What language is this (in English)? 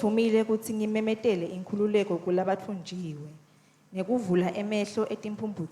Swati